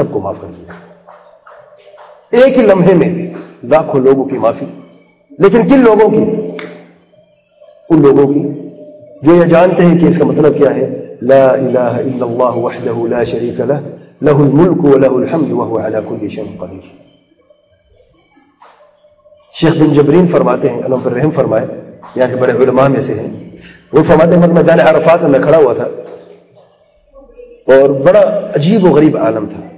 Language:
Urdu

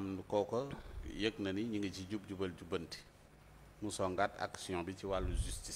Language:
Wolof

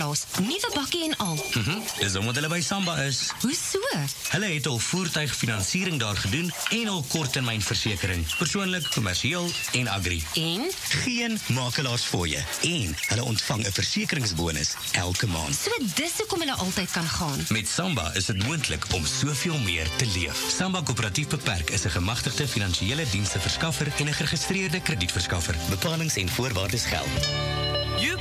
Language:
Afrikaans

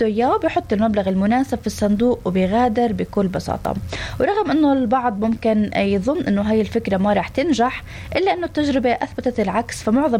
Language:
North Levantine Arabic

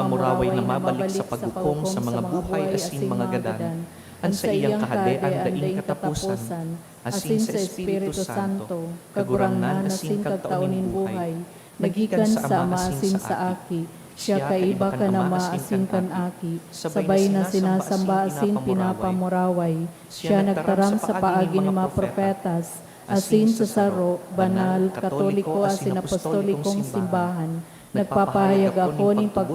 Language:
Bikol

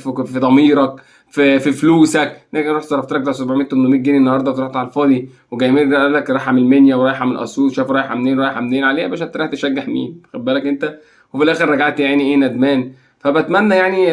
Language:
Egyptian Arabic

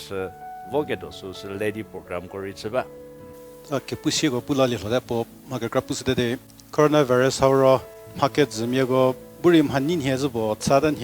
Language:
Angami Naga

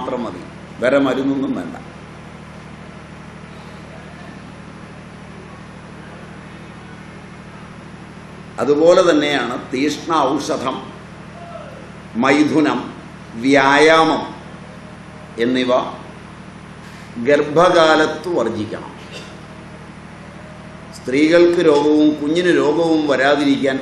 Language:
Malayalam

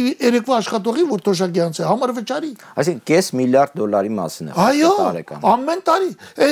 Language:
Armenian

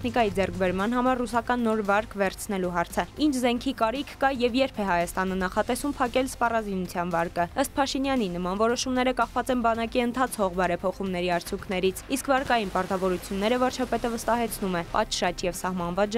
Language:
Armenian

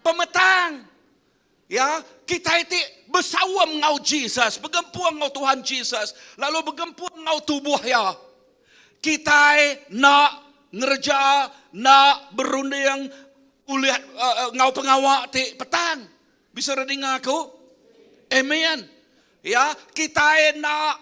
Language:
Iban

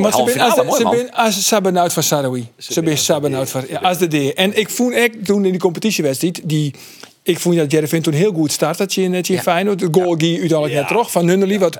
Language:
Western Frisian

